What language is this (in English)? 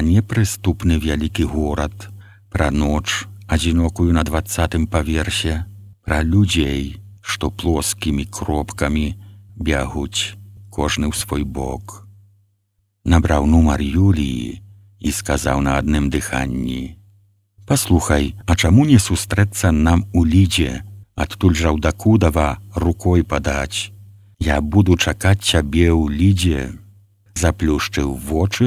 Belarusian